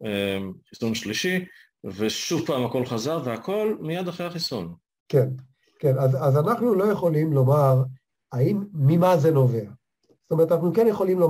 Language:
Hebrew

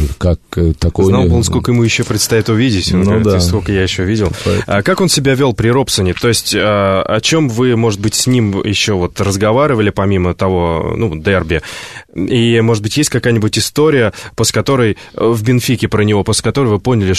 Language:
Russian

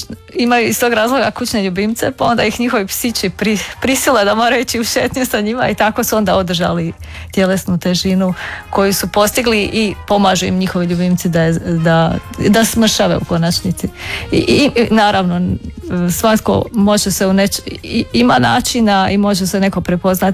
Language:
Croatian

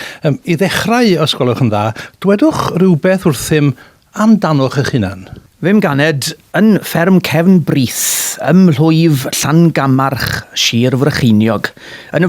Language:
Welsh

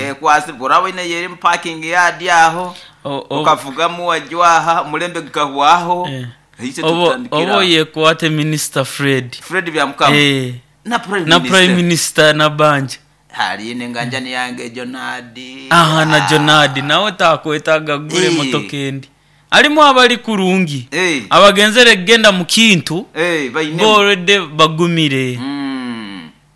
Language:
Nyoro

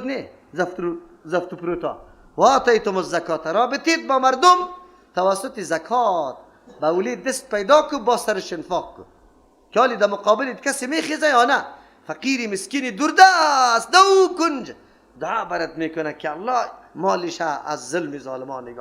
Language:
Persian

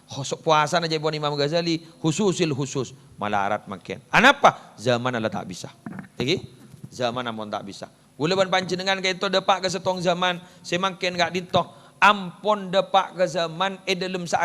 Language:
Madurese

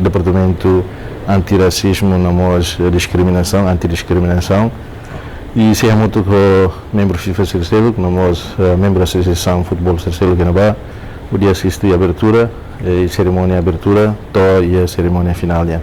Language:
Tetum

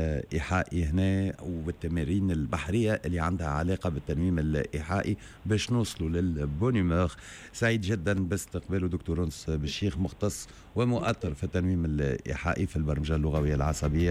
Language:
Tunisian Arabic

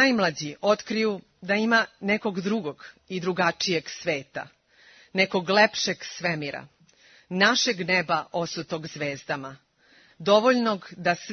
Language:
Serbian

